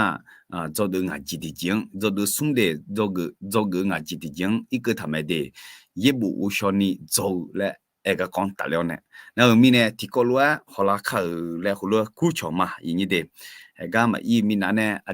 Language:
Akha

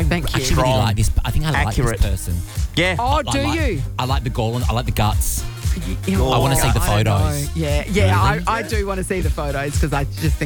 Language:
English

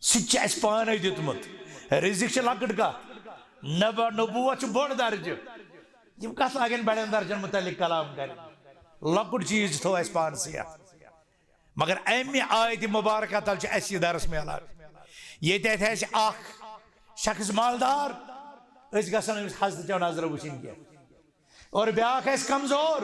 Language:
Kashmiri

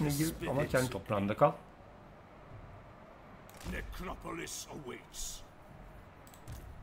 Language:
Turkish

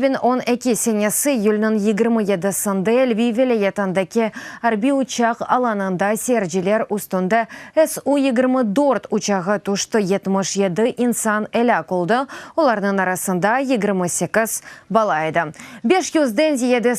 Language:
Crimean Tatar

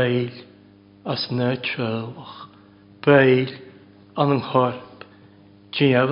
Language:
Welsh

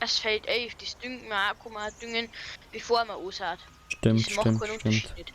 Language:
Bavarian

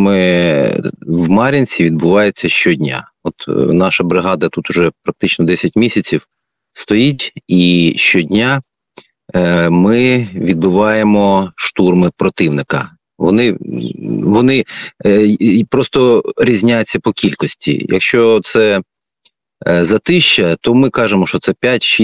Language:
Ukrainian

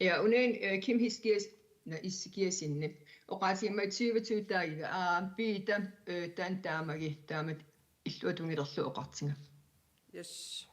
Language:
Kalaallisut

